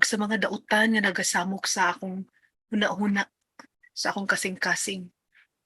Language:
Cebuano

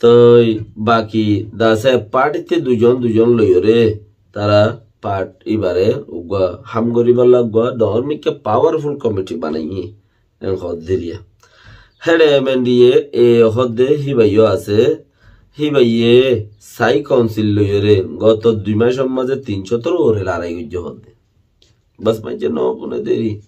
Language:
Rohingya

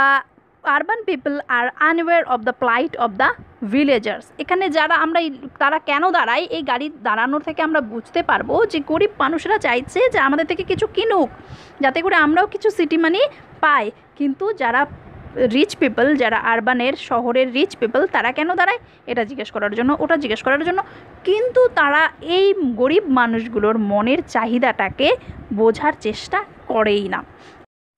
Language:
Bangla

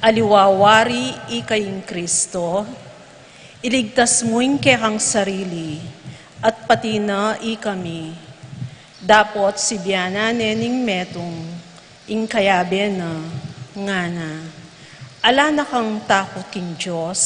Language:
Pampanga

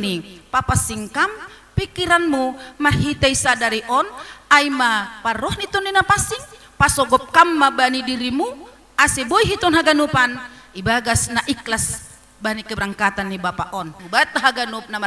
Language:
Batak Simalungun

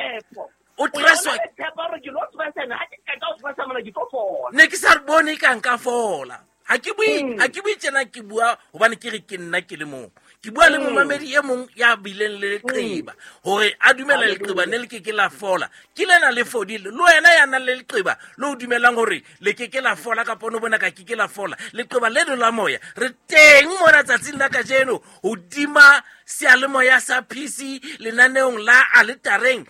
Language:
Southern Sotho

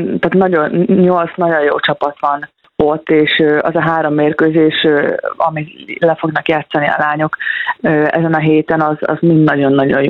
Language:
Hungarian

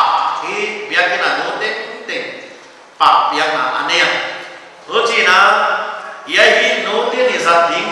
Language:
Paite Chin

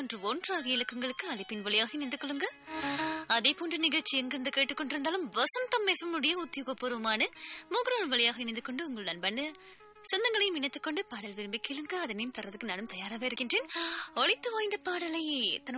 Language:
Tamil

